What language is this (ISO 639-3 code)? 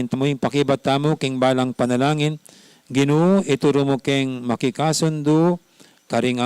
pam